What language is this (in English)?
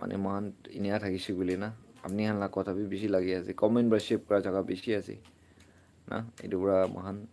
Naga Pidgin